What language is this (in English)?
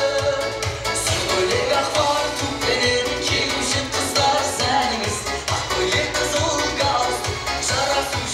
Kara-Kalpak